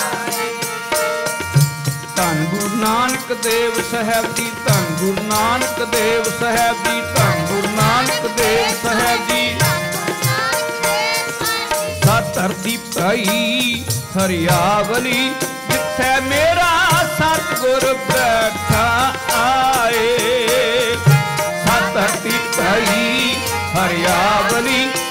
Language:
Punjabi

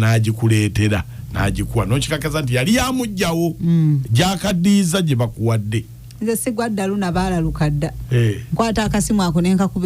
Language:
Ganda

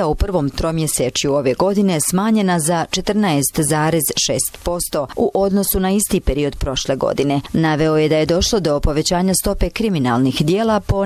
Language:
Bosnian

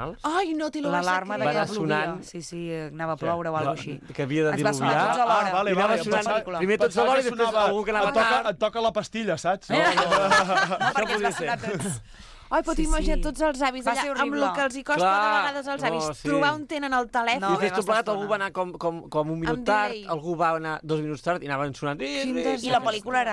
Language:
Catalan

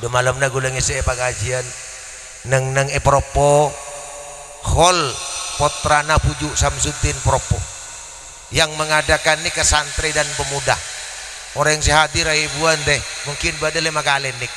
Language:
Madurese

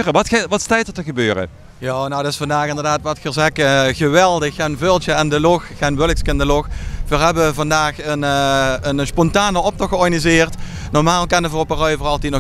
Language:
Limburgish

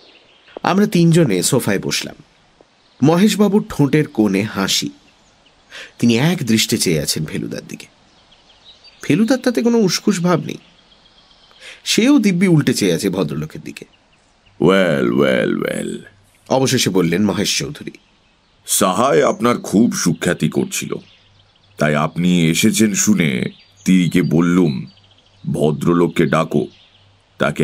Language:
Bangla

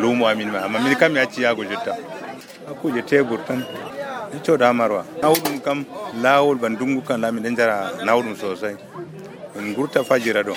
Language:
Nigerian Fulfulde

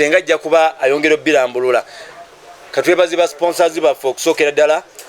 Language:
Ganda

